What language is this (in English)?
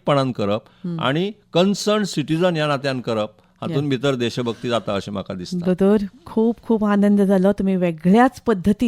Konkani